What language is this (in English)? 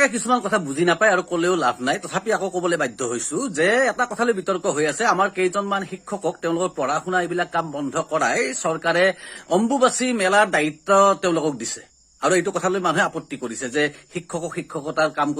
Assamese